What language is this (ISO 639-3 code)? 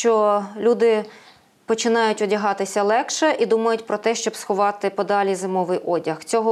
ukr